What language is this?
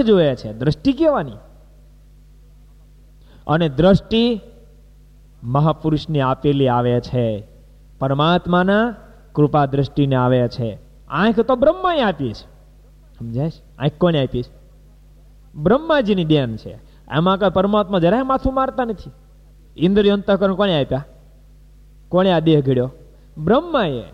Gujarati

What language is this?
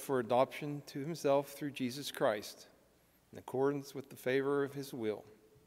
English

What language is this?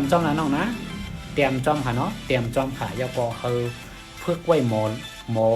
Shan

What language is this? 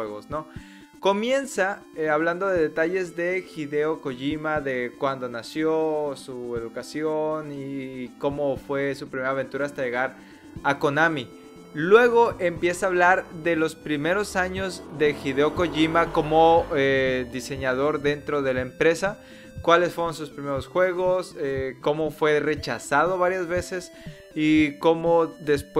Spanish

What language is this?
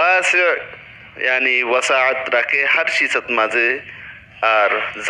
Rohingya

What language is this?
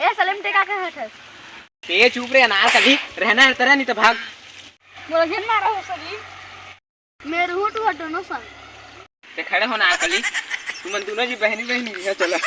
Chhattisgarhi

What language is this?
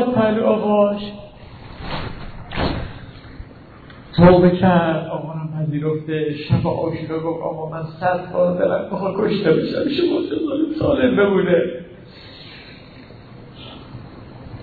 Persian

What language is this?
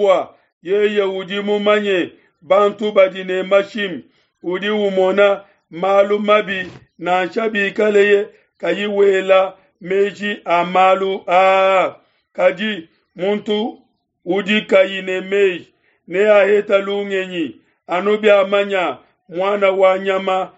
Luba-Lulua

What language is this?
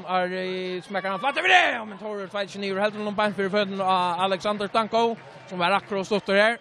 Faroese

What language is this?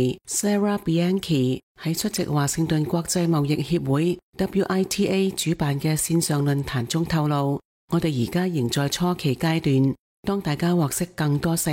Cantonese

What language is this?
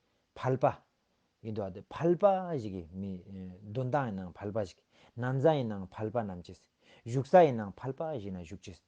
Ladakhi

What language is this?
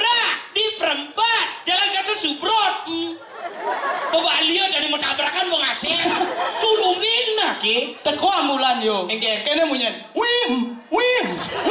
Balinese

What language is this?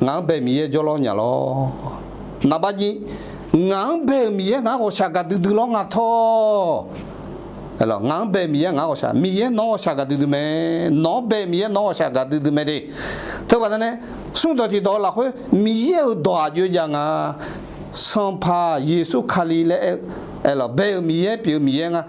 Akha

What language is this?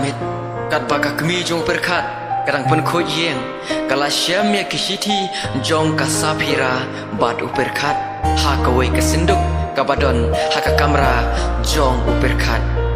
Khasi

